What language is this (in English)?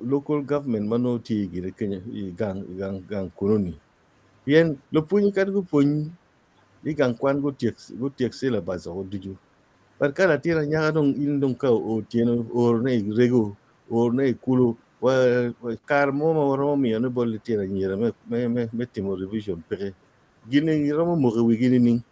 Acoli